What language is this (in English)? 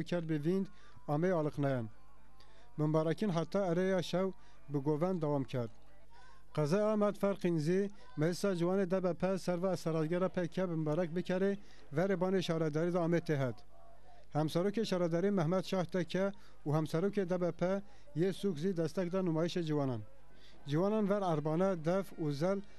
Zaza